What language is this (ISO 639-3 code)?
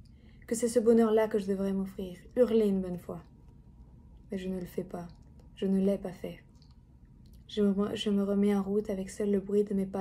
fra